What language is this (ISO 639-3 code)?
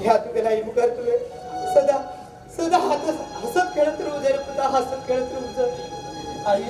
kok